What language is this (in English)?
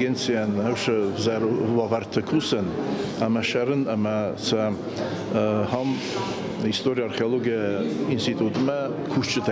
Ossetic